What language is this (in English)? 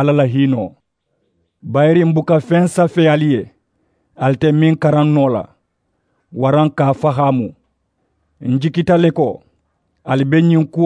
Mandingo